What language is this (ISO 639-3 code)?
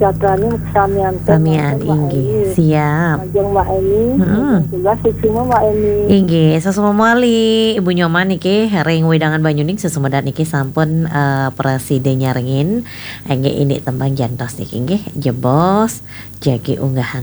ban